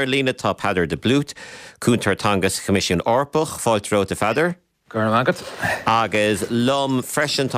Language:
Irish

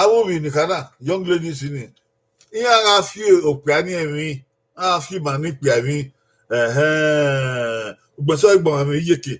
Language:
Bini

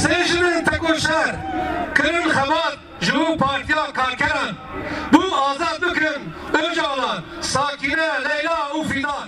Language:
Kurdish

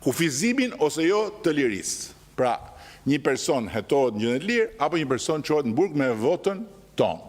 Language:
Albanian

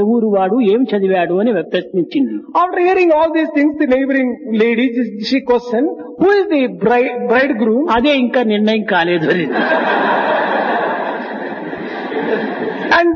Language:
Telugu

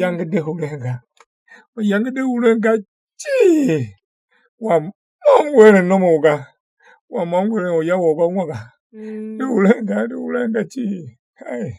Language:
Tiv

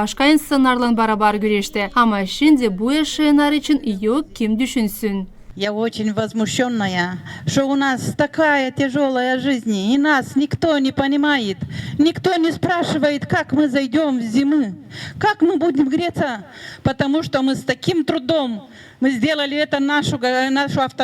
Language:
Gagauz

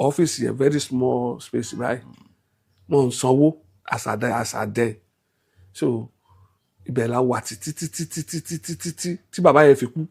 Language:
Yoruba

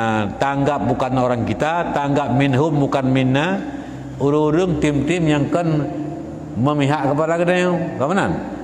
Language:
Achinese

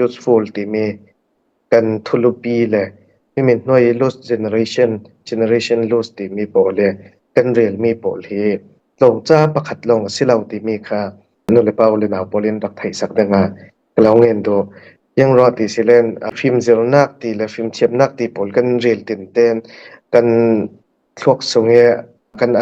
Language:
Falam Chin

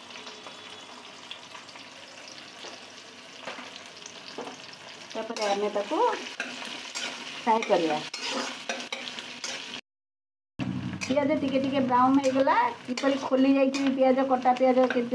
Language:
Odia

